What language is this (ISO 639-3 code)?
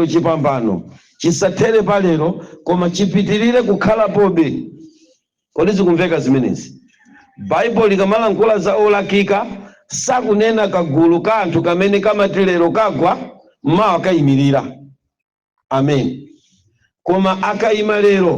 nya